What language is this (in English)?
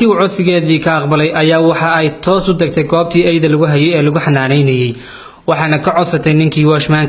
Somali